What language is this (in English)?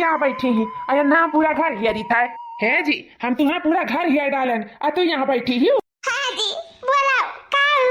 Awadhi